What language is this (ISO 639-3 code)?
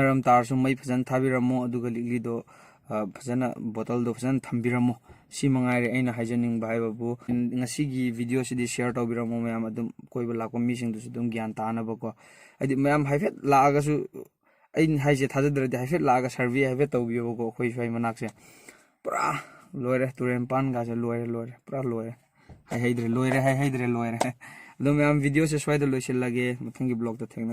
mni